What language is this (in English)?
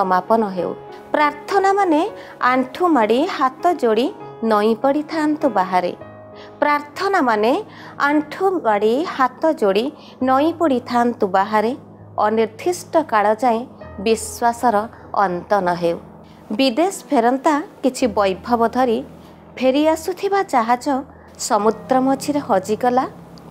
Odia